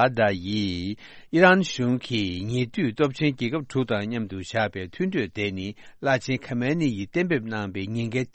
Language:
Tibetan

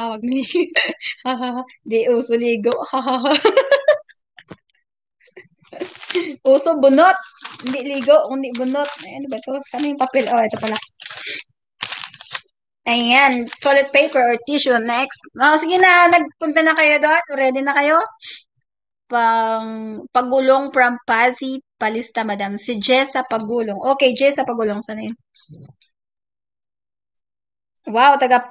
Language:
Filipino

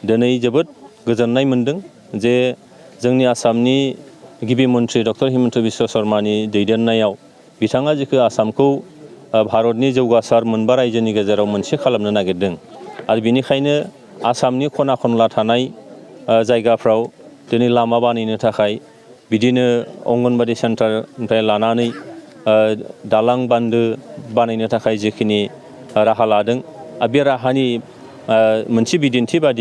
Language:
Bodo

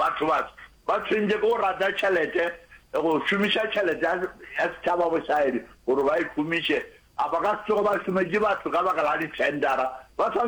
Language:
Northern Sotho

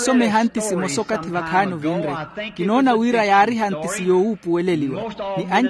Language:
Makhuwa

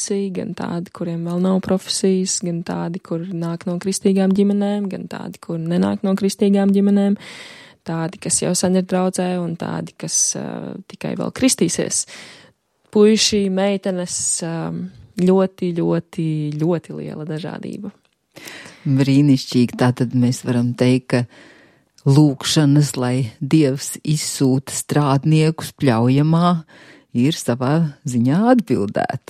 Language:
Latvian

